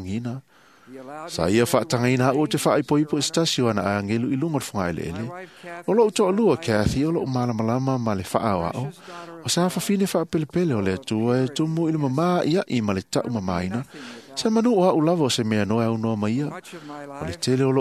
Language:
Samoan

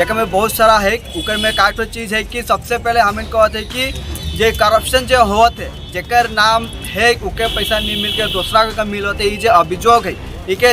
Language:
Sadri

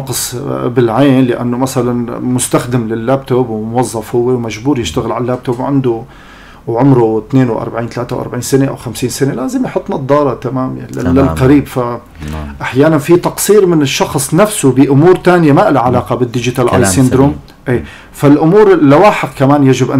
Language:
North Levantine Arabic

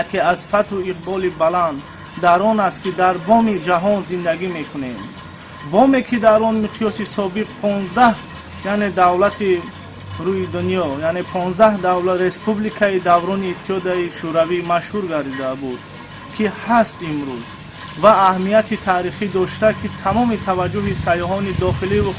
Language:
Tajik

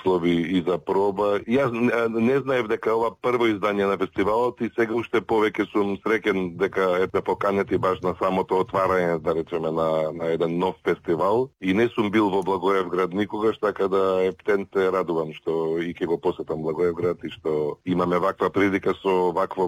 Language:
Macedonian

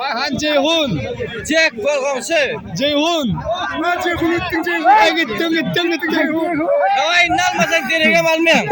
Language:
Turkmen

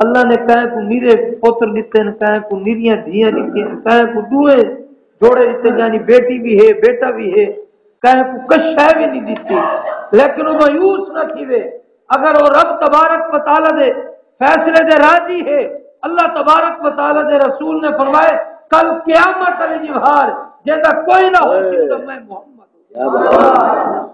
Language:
Saraiki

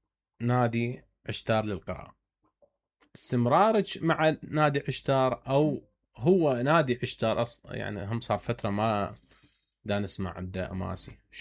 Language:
Mesopotamian Arabic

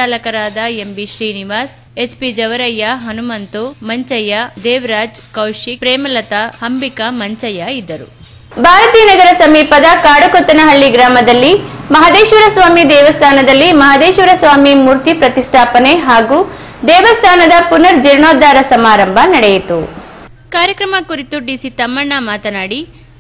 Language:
Kannada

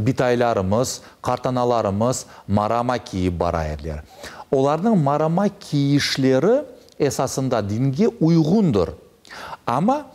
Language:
Crimean Tatar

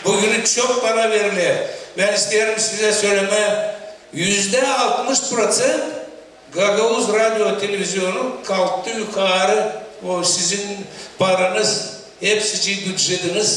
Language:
Gagauz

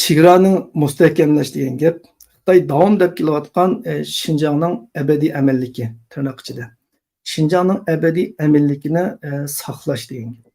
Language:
Uyghur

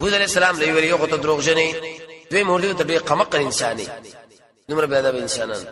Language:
Pashto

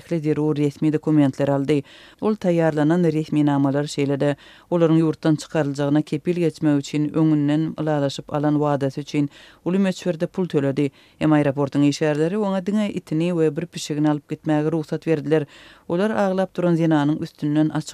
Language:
Turkmen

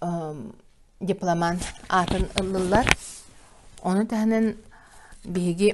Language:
Yakut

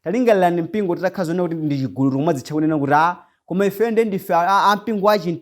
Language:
Nyanja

